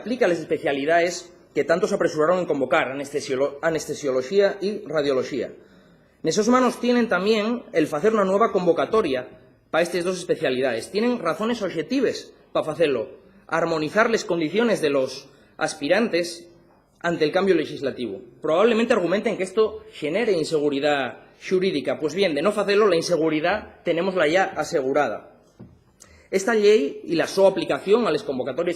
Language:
Asturian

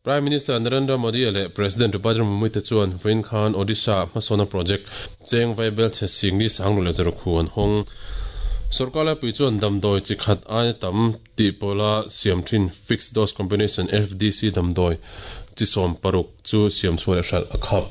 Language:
Mizo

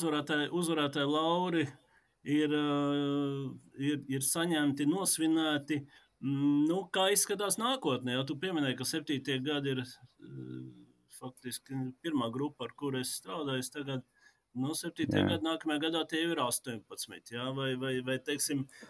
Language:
Latvian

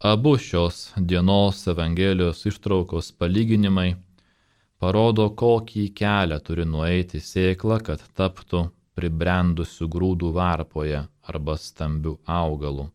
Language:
Lithuanian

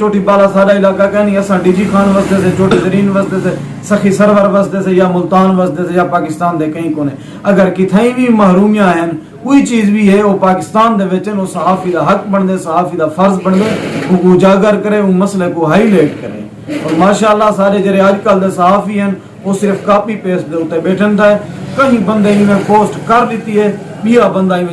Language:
Saraiki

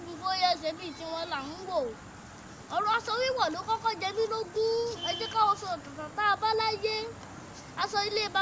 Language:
Yoruba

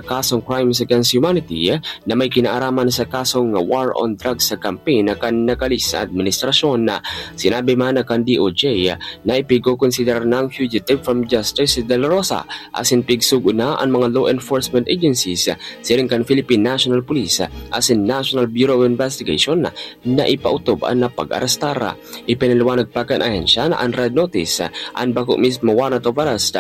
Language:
Bikol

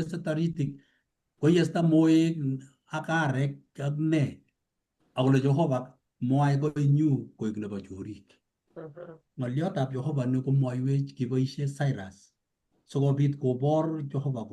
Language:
Kalenjin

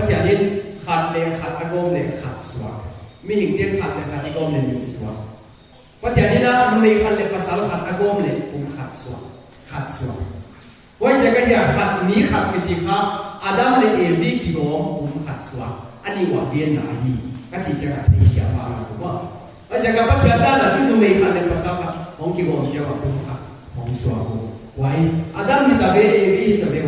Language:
Paite Chin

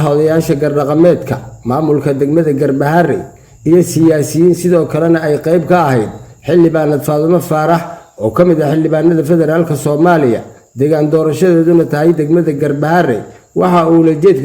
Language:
Somali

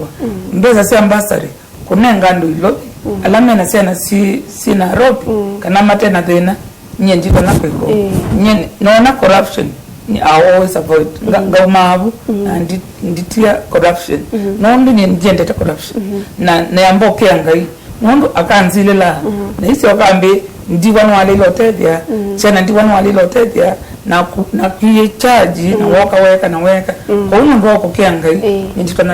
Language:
Kamba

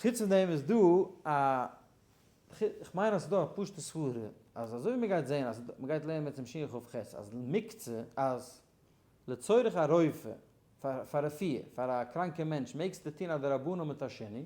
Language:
Yiddish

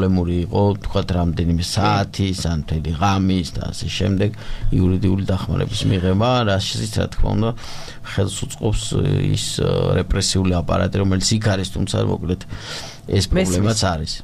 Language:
Georgian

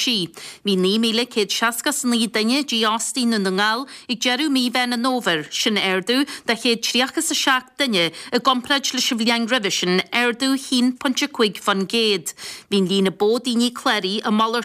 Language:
Irish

